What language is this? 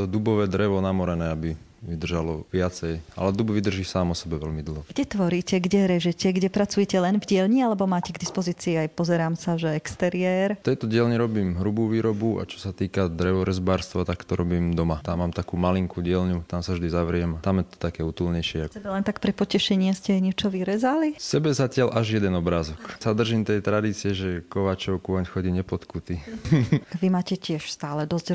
Slovak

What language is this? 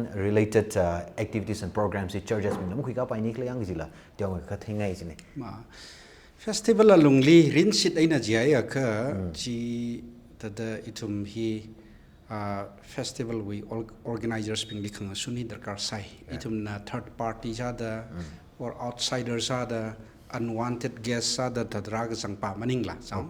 Tangkhul Naga (India)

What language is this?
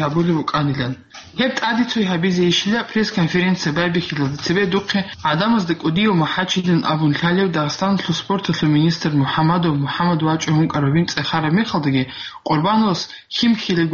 Avaric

